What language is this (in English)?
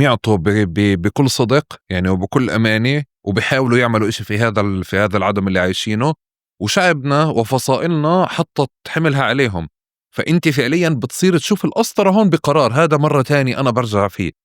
North Levantine Arabic